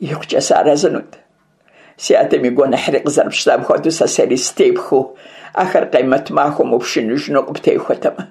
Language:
Kabardian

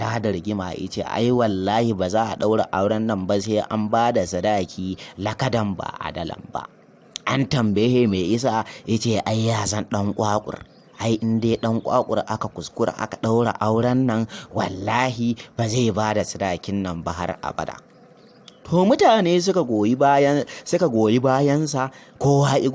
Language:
Hausa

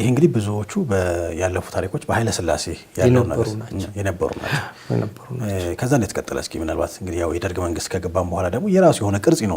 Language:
Amharic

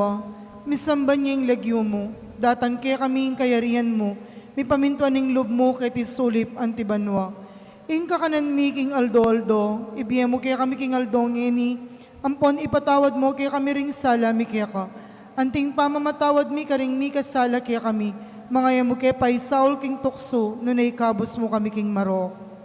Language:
Pampanga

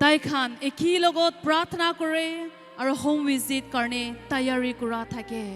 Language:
Naga Pidgin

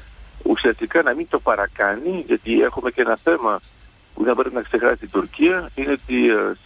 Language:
Greek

